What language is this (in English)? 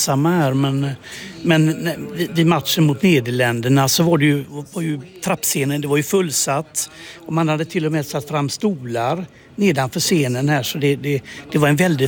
Swedish